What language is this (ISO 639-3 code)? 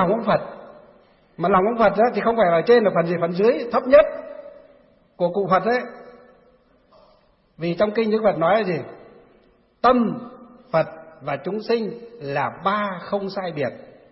vie